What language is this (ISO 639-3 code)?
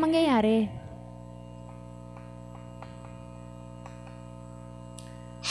fil